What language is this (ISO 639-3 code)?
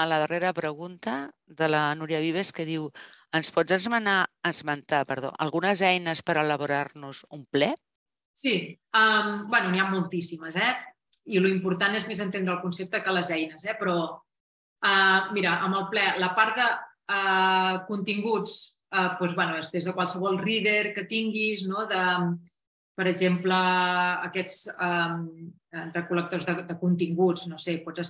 cat